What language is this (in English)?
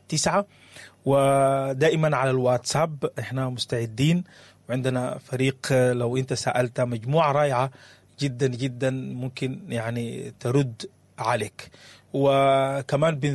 Sudanese Arabic